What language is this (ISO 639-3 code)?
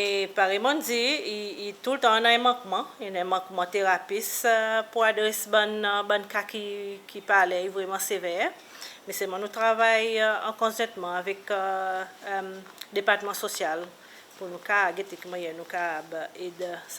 crs